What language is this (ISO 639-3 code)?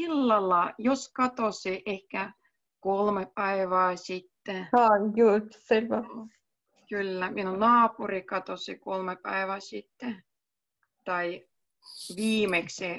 fin